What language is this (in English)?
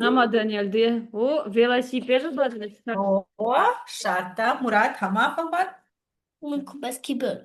Ossetic